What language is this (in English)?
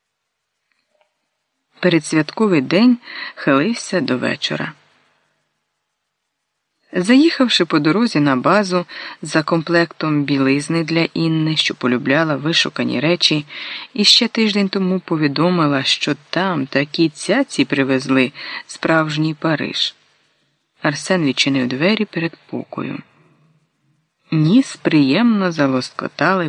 Ukrainian